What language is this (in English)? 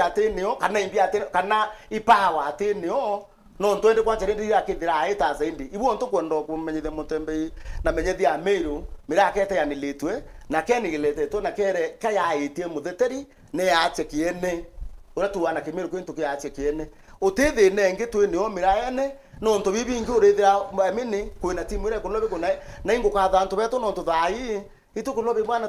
Meru